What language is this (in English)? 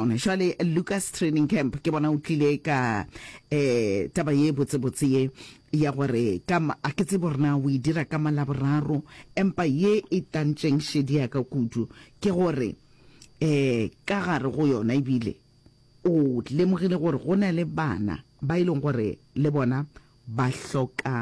Northern Sotho